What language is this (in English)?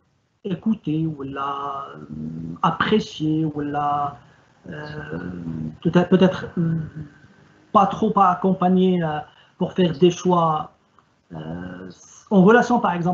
French